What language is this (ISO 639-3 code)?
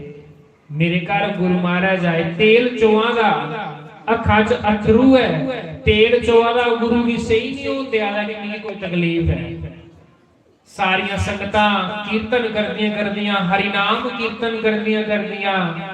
doi